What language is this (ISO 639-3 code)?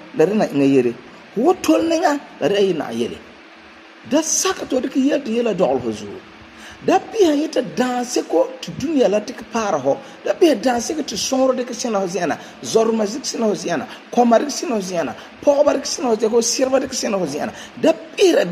gur